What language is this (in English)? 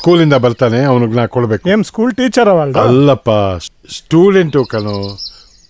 Kannada